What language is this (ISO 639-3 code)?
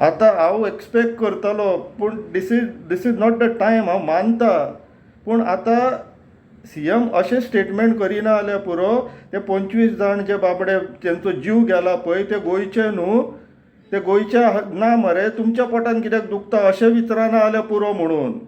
kok